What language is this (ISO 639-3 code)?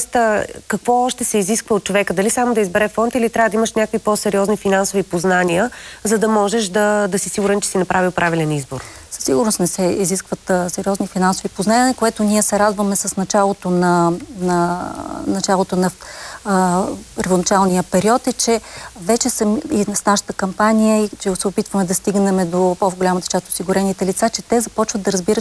bul